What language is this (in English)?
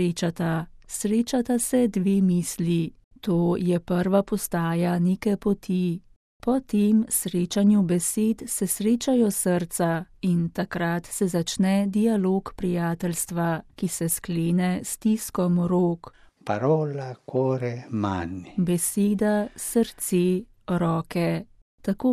Slovenian